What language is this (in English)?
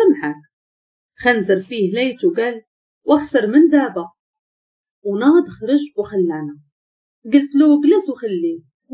Moroccan Arabic